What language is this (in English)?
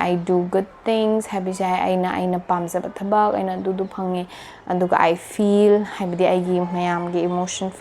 Manipuri